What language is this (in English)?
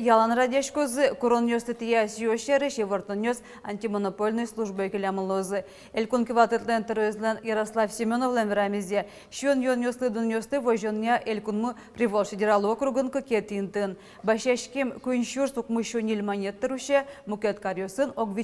Udmurt